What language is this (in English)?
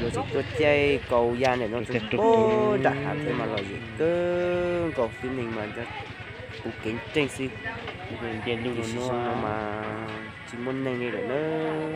Hmong